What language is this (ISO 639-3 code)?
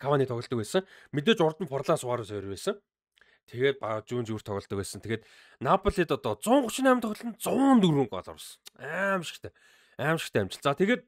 mon